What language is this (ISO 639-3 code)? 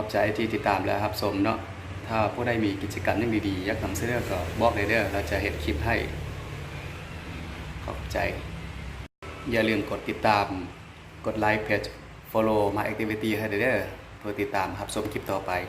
lao